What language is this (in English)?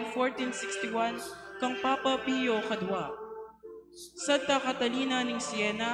Pampanga